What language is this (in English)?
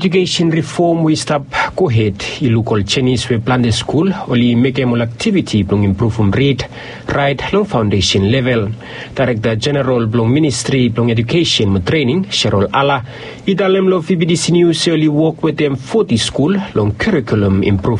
Bislama